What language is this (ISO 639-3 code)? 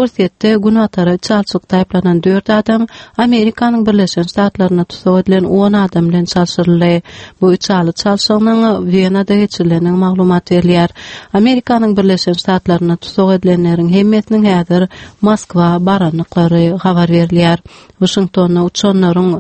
tuk